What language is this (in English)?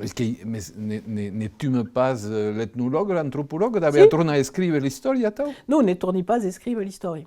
Occitan